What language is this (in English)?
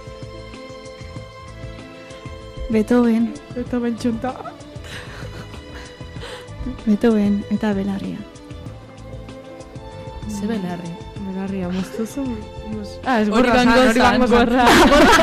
Basque